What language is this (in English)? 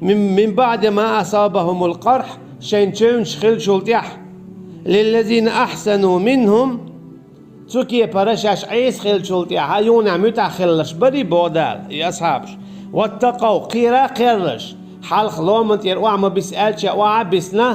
Chechen